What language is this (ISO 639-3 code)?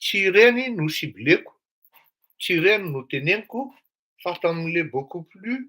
mlg